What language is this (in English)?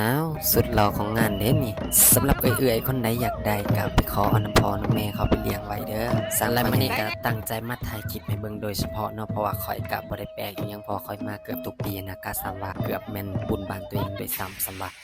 Lao